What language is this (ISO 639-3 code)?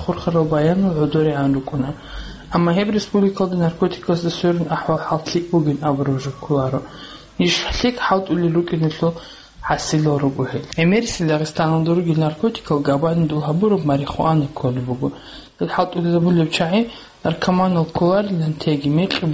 ava